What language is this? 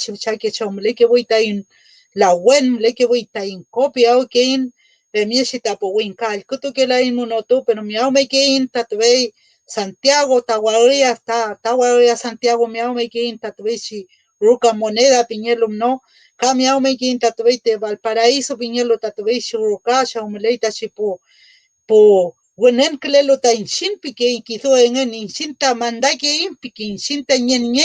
Mapuche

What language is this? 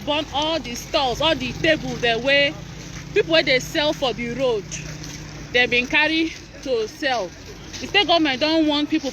Nigerian Pidgin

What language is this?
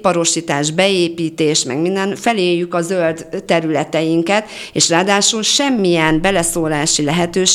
Hungarian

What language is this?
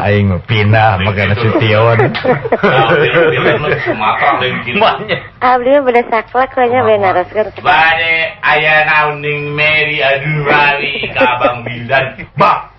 Sundanese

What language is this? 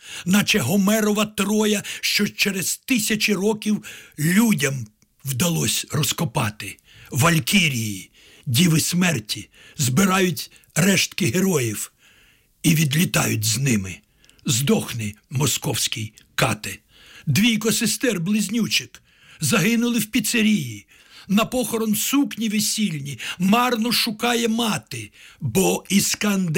Ukrainian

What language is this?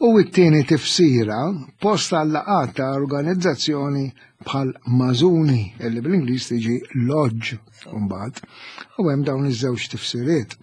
Maltese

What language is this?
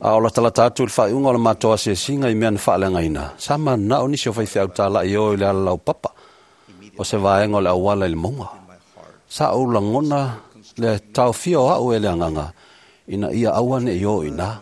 Samoan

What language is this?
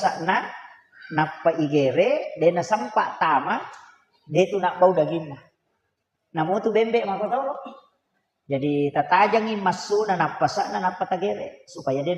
Buginese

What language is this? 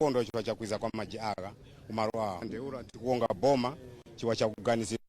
Nyanja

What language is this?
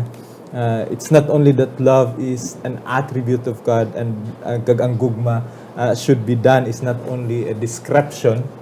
Hiligaynon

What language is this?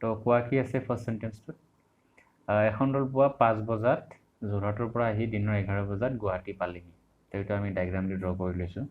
Assamese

